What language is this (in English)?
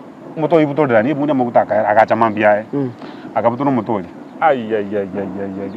Gusii